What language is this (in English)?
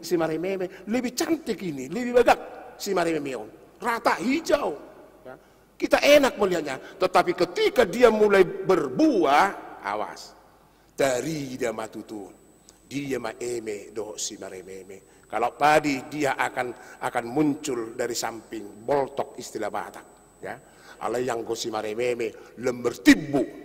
Batak Toba